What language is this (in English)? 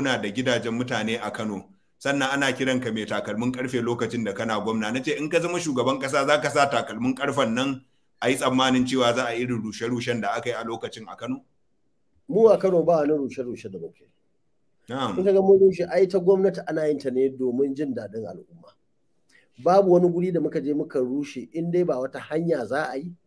Hausa